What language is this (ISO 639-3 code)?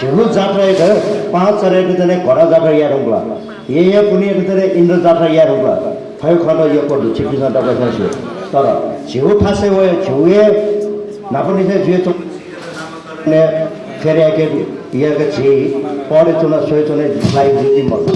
new